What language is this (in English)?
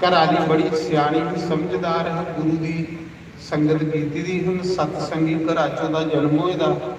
Dogri